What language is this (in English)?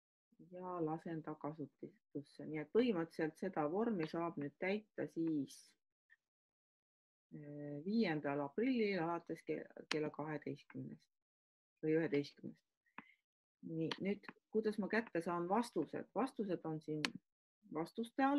Estonian